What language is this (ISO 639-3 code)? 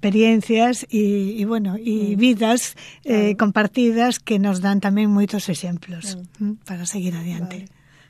glg